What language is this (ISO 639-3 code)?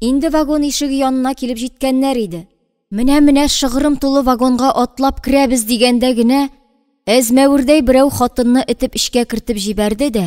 tat